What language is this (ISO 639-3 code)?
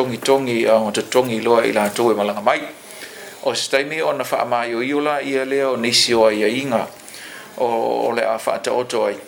smo